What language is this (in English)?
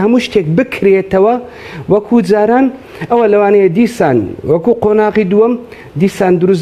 Central Kurdish